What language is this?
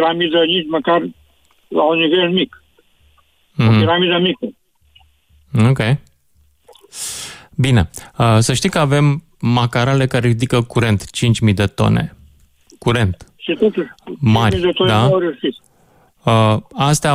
Romanian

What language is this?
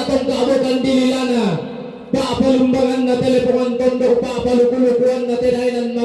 Toraja-Sa'dan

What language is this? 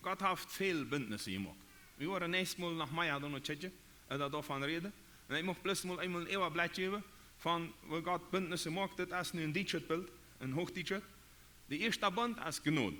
Plautdietsch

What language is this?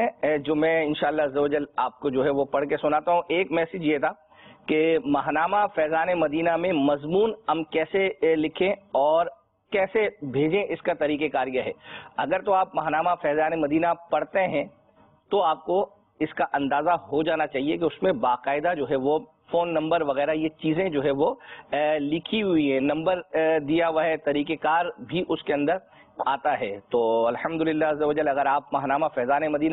Urdu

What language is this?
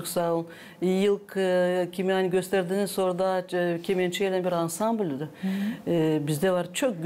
Gagauz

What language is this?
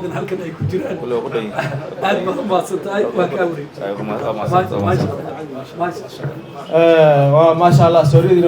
Somali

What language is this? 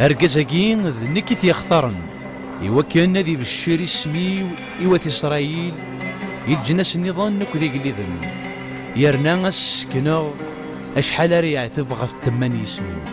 Kabyle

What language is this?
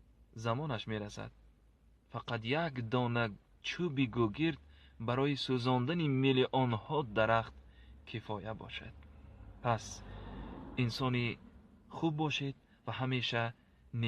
Tajik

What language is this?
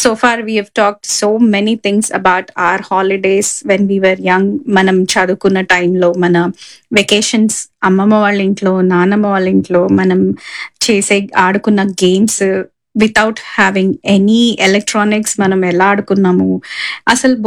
Telugu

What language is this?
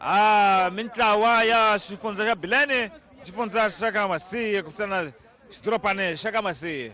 Tsonga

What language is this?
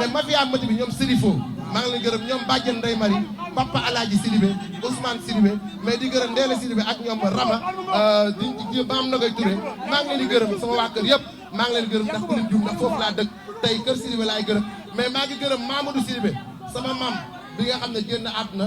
Wolof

